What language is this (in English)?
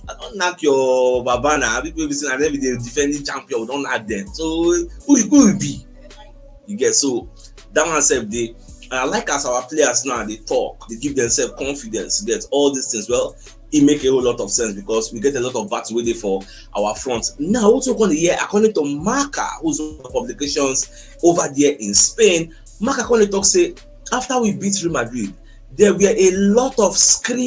Nigerian Pidgin